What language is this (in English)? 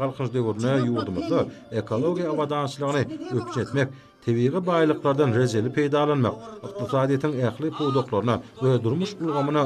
Turkmen